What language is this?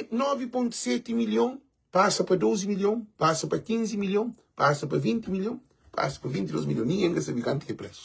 Kabuverdianu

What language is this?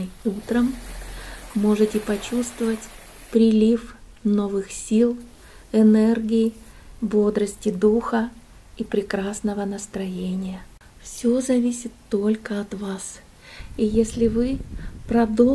Russian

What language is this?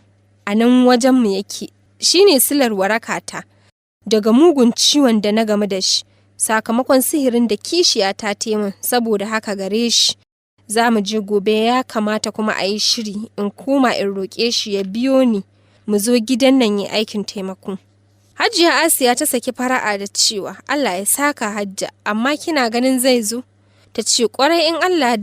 Hausa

